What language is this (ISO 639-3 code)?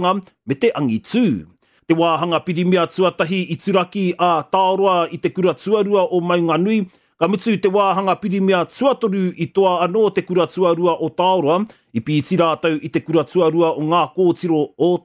mri